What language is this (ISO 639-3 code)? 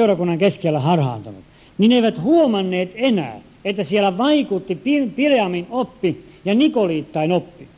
fin